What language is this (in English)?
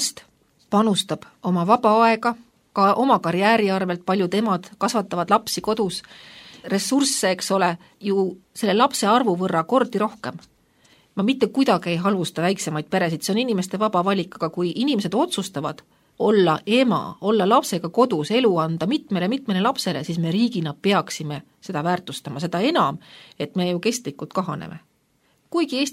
Estonian